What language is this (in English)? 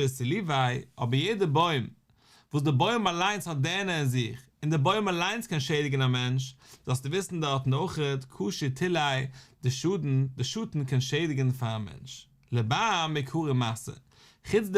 Yiddish